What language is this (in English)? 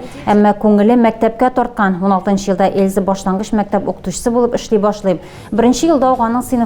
Tatar